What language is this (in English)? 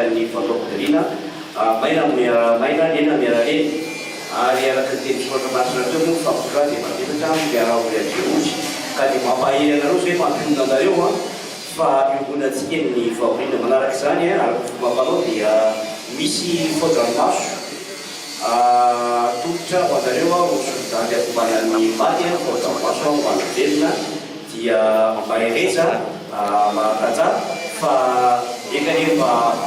Malagasy